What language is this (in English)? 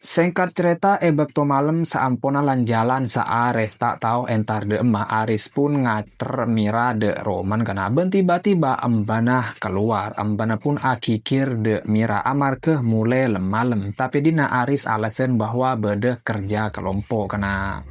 Madurese